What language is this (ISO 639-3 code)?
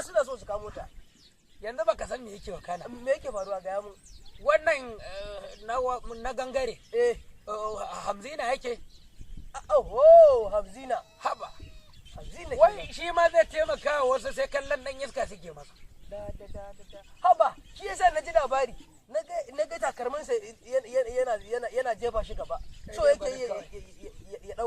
hau